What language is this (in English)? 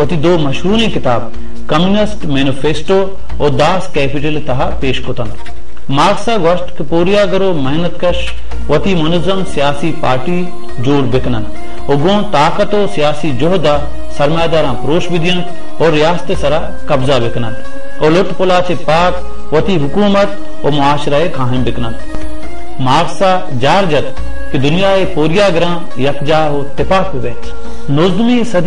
Baluchi